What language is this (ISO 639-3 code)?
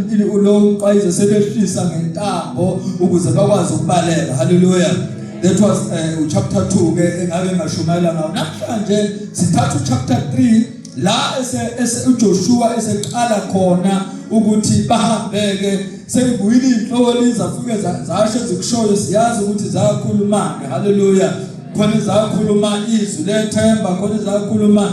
zul